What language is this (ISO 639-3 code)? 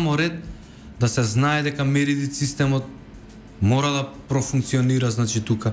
mkd